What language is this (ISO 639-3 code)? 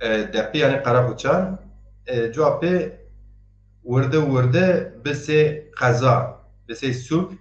zza